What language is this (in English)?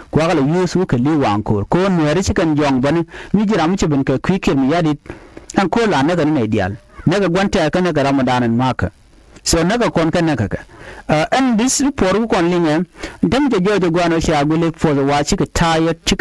Nuer